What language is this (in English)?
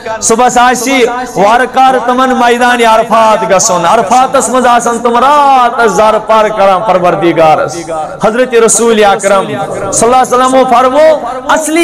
Kashmiri